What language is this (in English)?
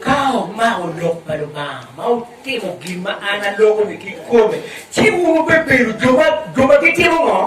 Acoli